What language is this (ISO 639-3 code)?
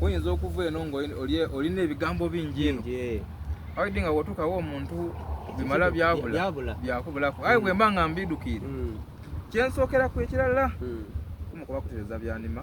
xog